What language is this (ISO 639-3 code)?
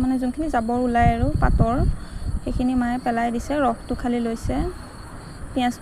asm